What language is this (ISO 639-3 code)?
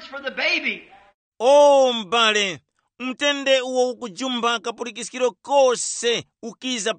tum